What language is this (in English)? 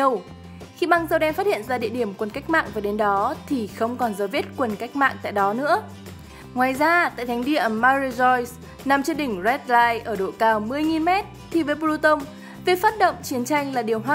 Vietnamese